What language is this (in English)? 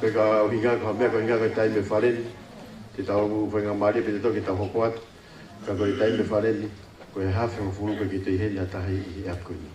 Tongan